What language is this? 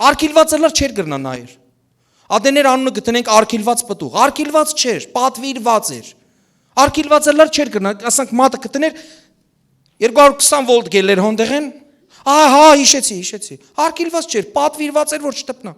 Western Armenian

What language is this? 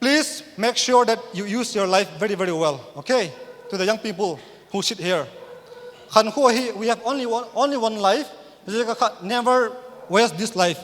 Paite Chin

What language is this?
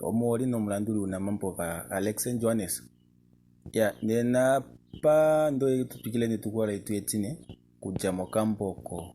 Kuanyama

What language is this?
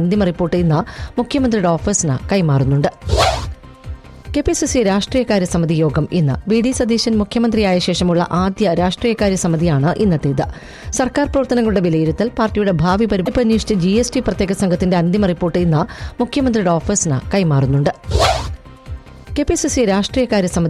Malayalam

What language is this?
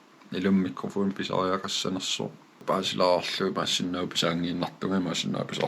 Kalaallisut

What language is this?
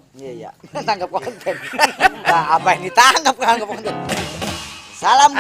Betawi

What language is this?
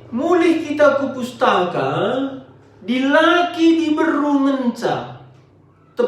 Batak Karo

